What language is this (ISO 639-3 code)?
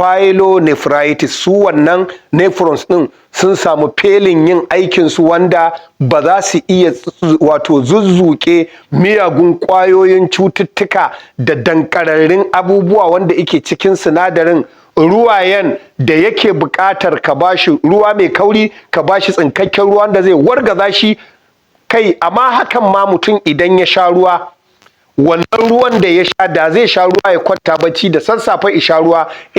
hau